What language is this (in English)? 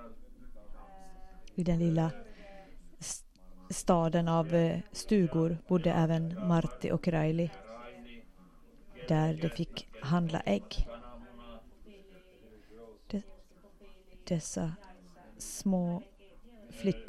Swedish